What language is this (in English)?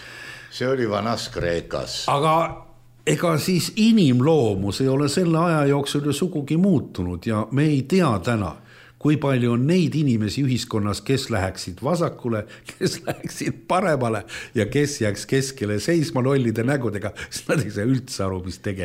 Estonian